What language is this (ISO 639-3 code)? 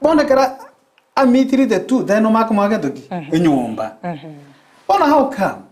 guz